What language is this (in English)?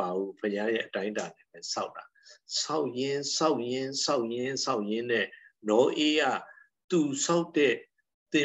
Burmese